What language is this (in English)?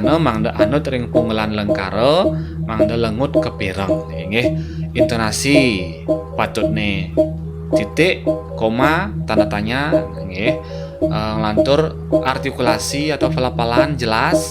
Balinese